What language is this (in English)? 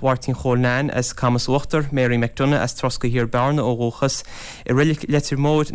Irish